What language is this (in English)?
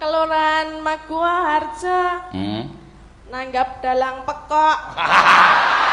Javanese